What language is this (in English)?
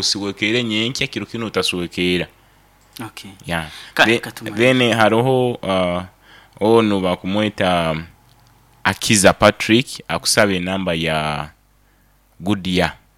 Nyoro